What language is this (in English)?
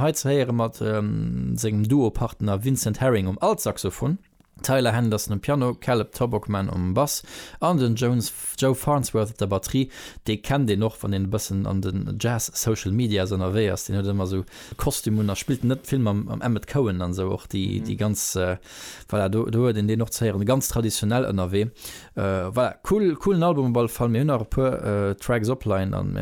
Luxembourgish